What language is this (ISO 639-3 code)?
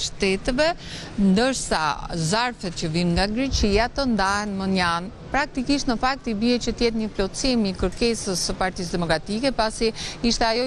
sqi